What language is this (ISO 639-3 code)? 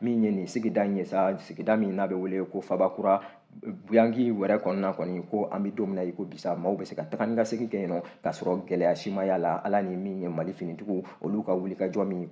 bam